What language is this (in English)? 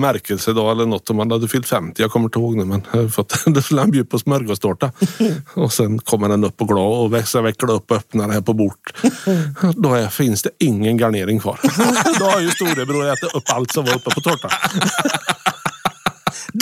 Swedish